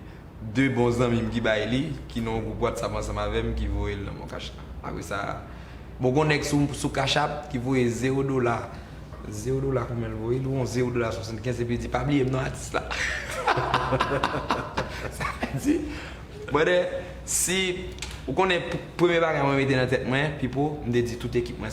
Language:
Haitian Creole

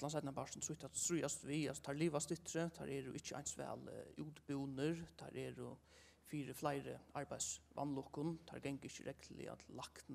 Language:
Faroese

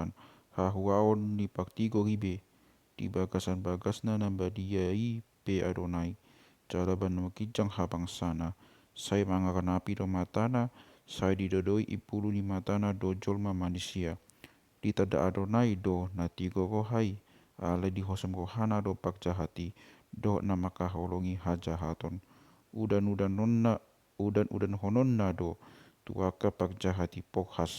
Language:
Batak Toba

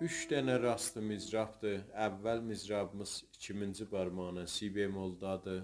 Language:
South Azerbaijani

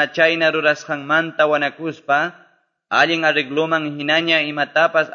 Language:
Quechua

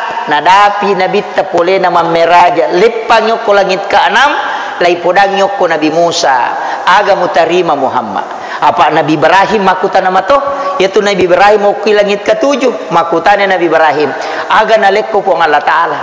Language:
Buginese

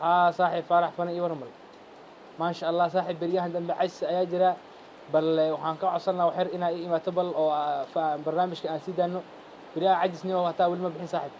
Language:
Somali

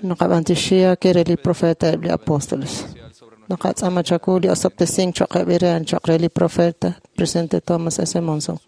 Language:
Kekchí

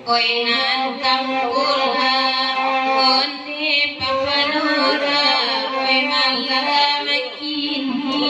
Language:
Minangkabau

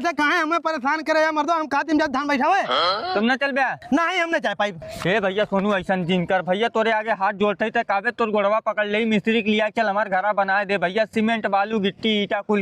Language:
Bhojpuri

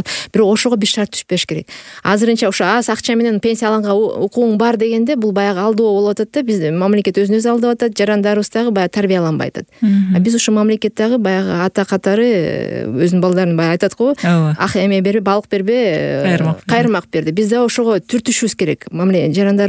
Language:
Kyrgyz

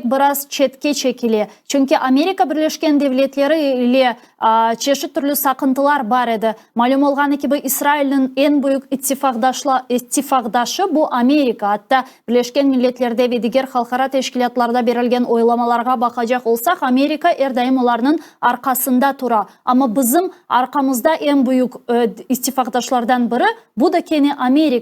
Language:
Crimean Tatar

